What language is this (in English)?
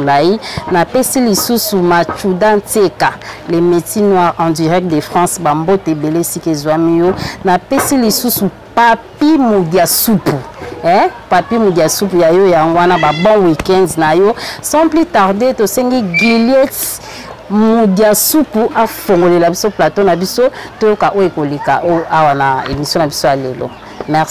Lingala